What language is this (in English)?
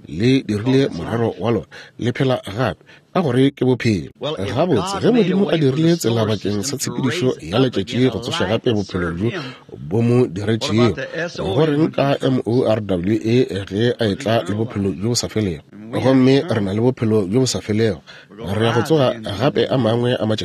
Northern Sotho